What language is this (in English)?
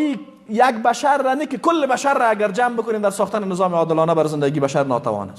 Persian